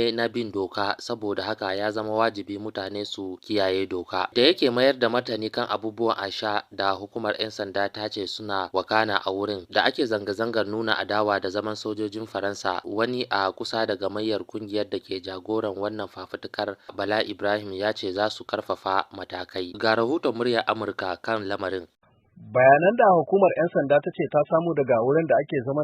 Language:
Hausa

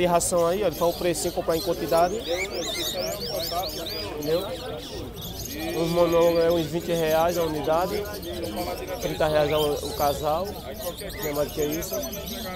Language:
Portuguese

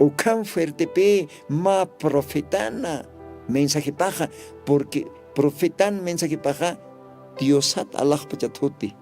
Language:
Aymara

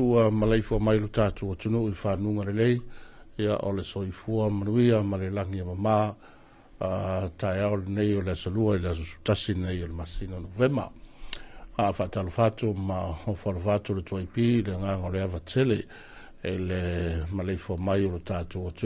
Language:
Samoan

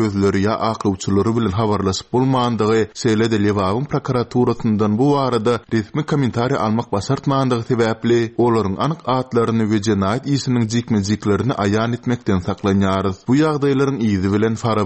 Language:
Turkmen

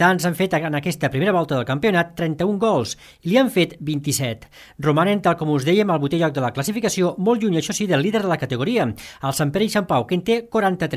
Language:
Catalan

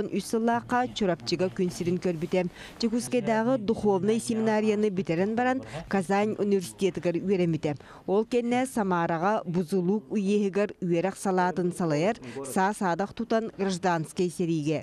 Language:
Yakut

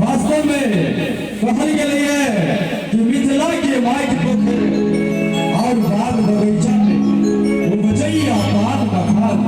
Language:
Maithili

